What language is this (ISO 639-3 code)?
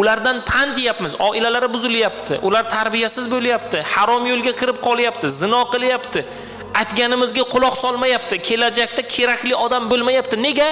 uzb